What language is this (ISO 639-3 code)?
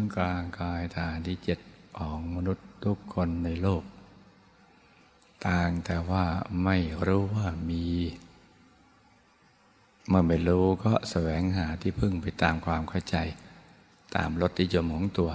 tha